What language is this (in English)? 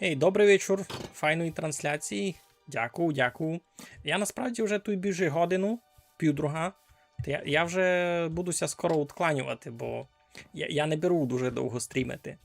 Rusyn